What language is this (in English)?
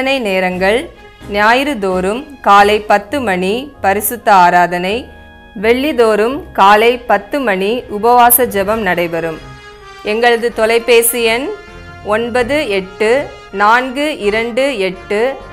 Tamil